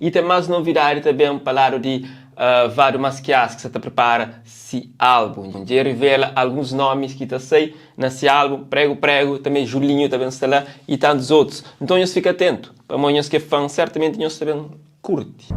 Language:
Kabuverdianu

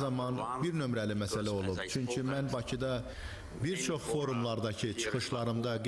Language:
Azerbaijani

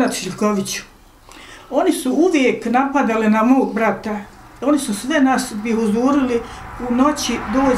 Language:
Bosnian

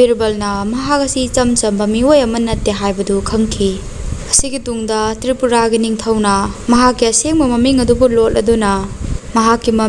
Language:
Manipuri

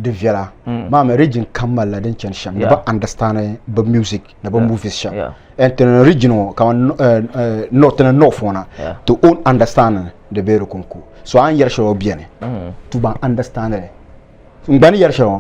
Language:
Dagbani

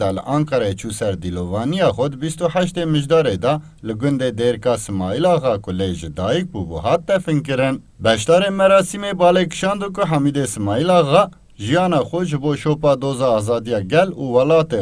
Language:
Kurdish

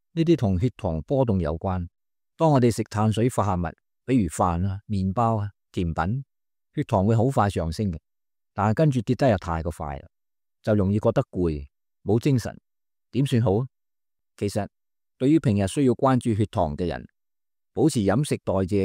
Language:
Cantonese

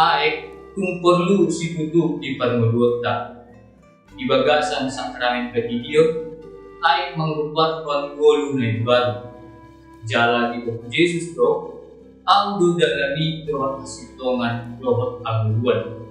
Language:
Batak Toba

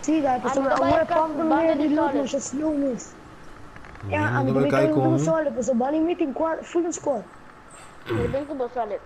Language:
Papiamento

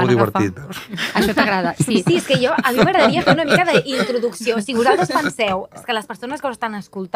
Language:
Catalan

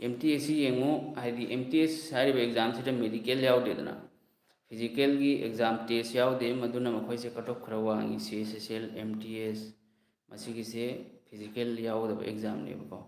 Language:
Manipuri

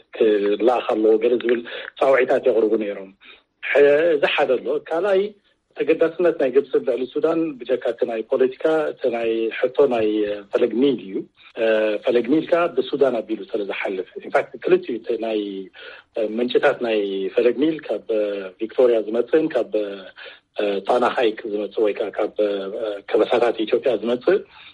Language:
Tigrinya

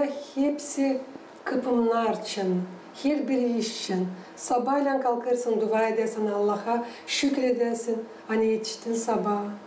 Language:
Gagauz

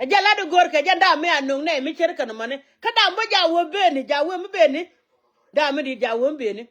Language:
Nuer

